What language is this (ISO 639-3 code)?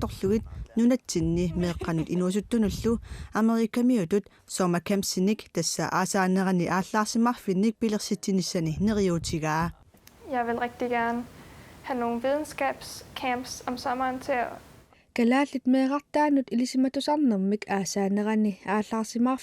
kal